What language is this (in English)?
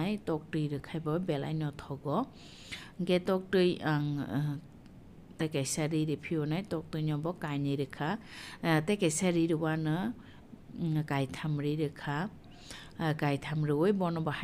Kok Borok